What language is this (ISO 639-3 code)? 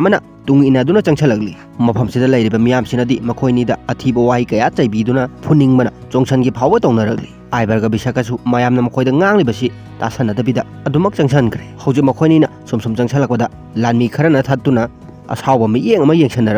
mni